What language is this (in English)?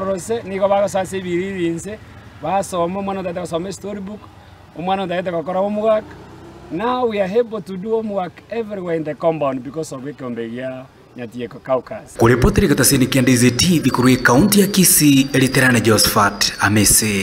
Gusii